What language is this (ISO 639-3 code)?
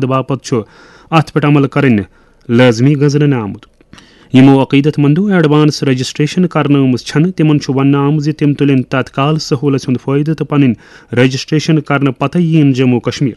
kas